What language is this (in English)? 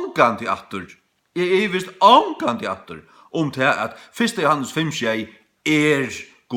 Faroese